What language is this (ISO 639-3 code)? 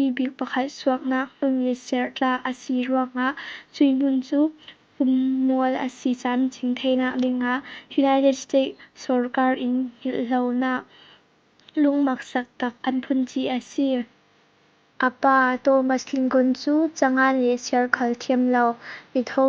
cfm